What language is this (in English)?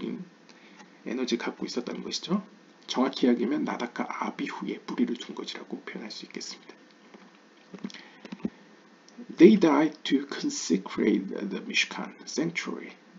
Korean